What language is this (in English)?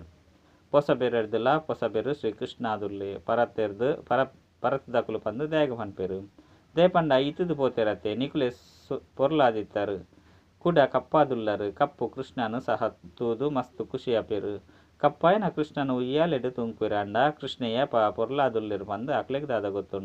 Tulu